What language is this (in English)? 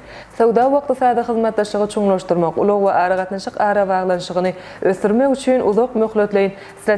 Turkmen